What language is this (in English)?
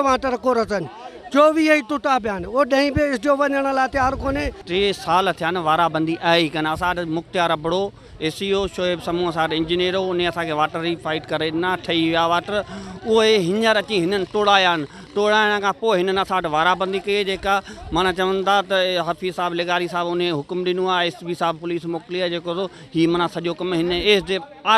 Sindhi